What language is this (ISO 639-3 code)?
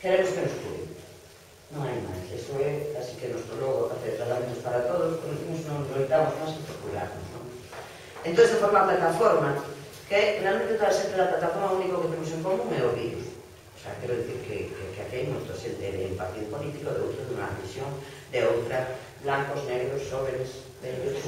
glg